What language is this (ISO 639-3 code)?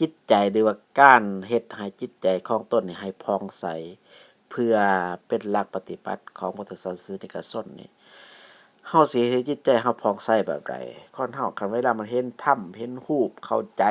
lao